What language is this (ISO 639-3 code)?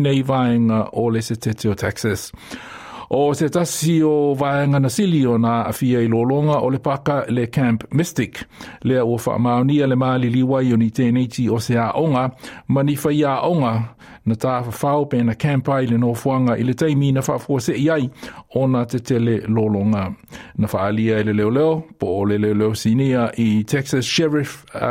smo